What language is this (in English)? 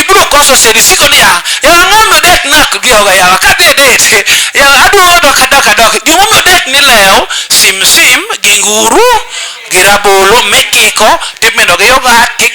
Luo (Kenya and Tanzania)